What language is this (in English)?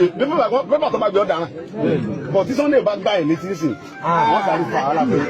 Yoruba